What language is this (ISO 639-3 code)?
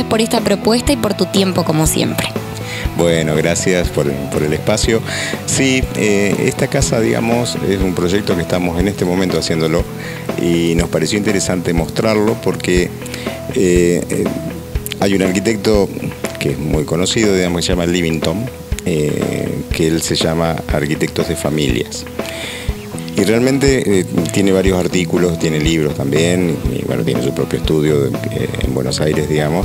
spa